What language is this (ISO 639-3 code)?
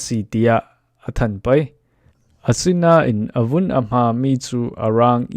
cfm